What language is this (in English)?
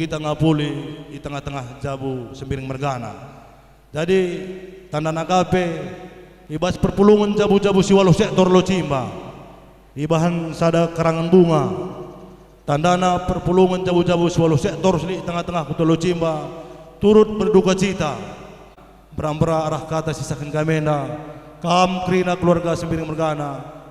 Batak Karo